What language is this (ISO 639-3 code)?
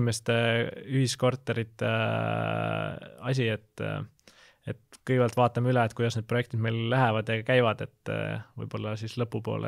est